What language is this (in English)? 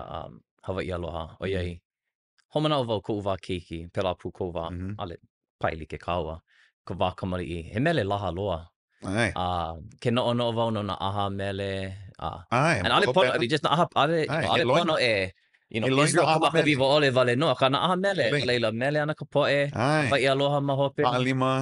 Hawaiian